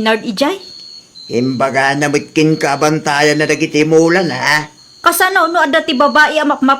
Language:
Iloko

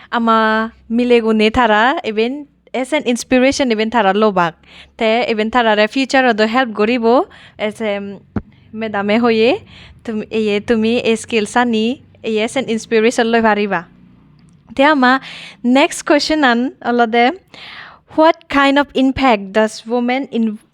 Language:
Chakma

